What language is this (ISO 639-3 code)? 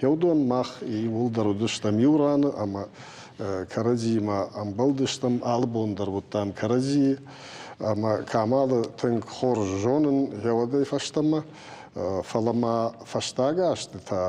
oss